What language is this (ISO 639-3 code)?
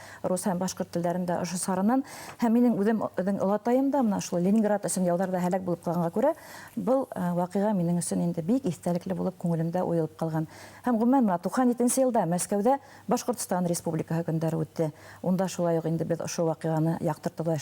bak